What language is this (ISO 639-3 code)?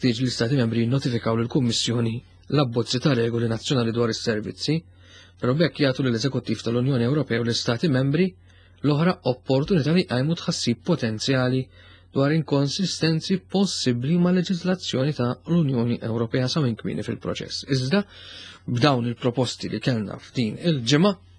mlt